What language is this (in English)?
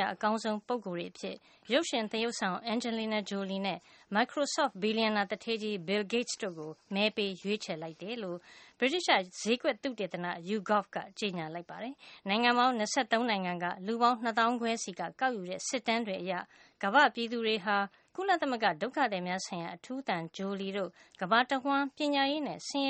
Burmese